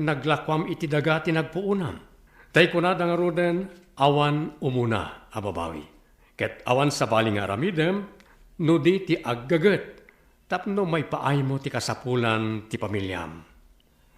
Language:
Iloko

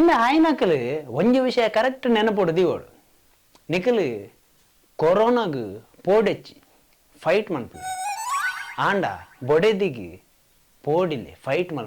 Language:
Tulu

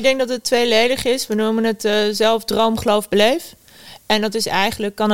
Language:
Dutch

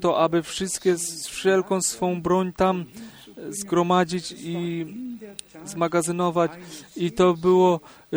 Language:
Polish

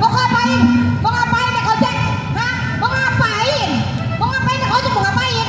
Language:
Betawi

